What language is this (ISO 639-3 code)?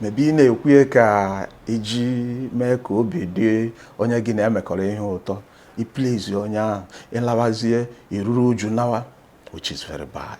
ibo